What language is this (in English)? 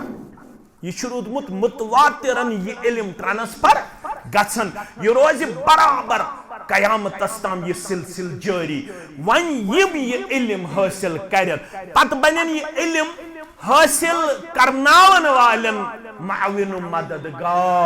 Kashmiri